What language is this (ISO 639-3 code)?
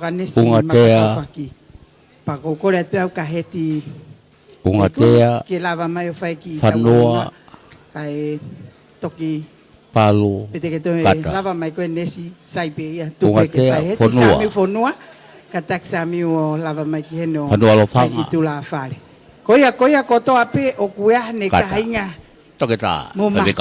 ton